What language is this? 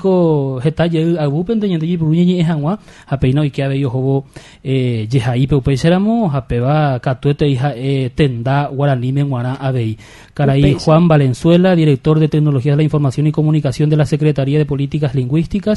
Guarani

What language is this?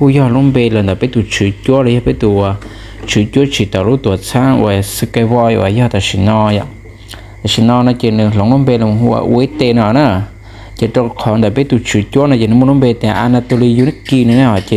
Hmong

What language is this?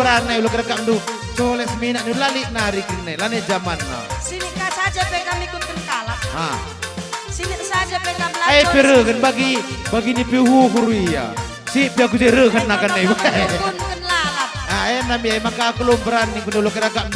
Batak Karo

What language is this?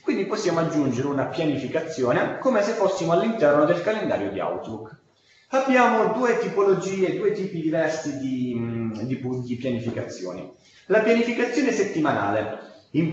Italian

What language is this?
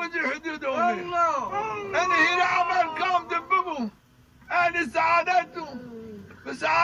Zaza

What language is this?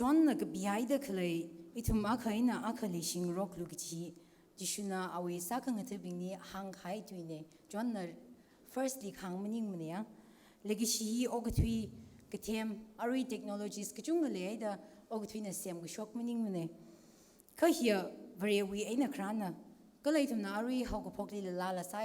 Tangkhul Naga (India)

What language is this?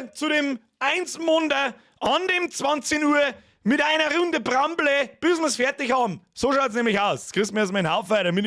Bavarian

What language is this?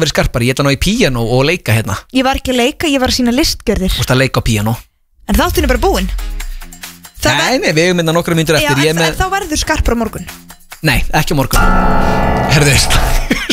Icelandic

